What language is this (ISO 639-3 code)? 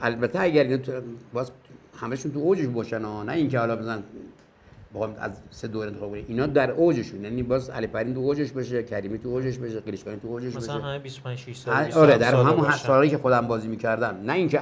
fas